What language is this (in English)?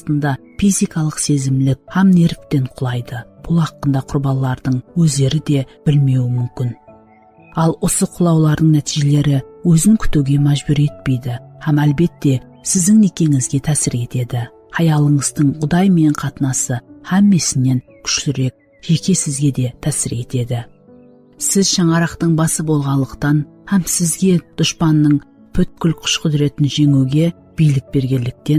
Kara-Kalpak